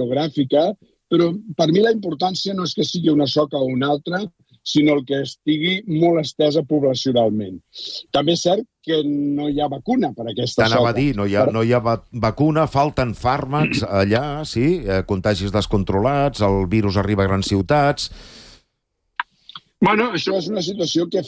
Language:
Catalan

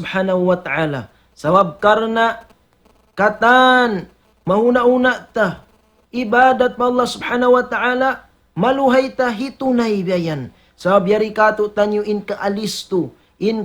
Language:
Tausug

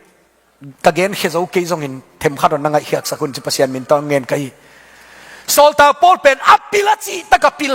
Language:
Tedim Chin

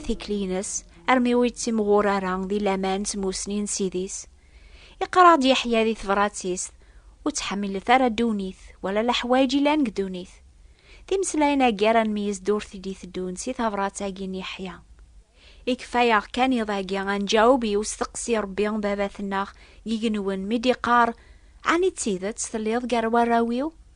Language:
Kabyle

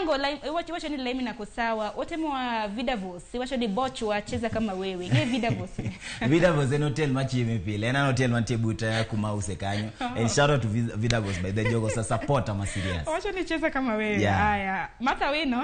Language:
Luo (Kenya and Tanzania)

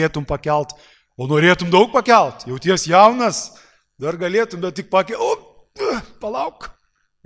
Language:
Lithuanian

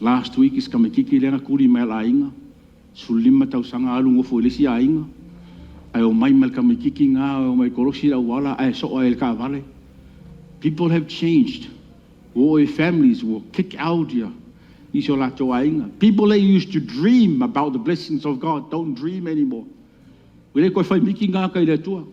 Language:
Samoan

